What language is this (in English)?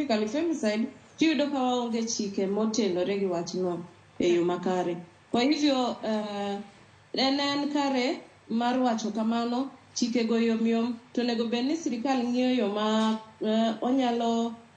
Luo (Kenya and Tanzania)